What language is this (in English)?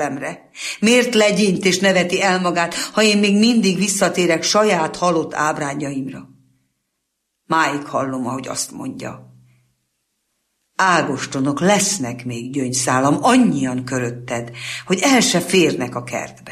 Hungarian